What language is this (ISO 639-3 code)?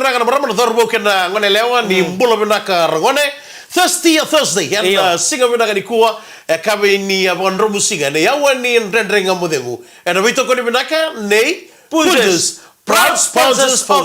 fij